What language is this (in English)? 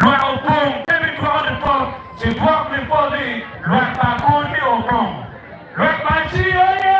Acoli